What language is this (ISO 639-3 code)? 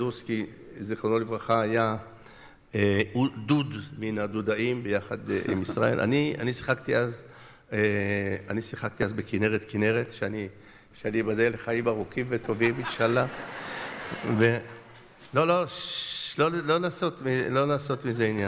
heb